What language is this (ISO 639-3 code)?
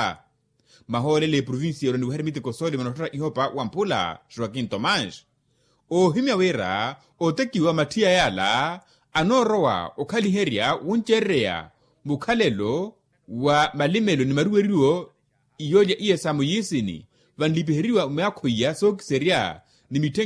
vmw